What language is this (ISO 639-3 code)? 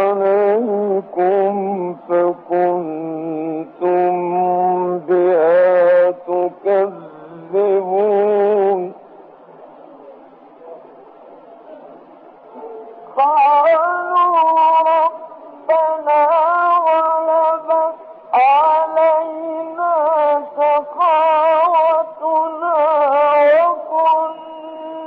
ara